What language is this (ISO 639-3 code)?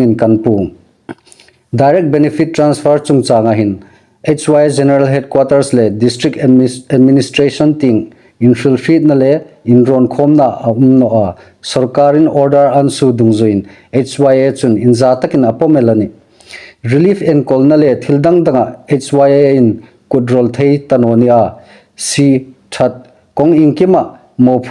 hmr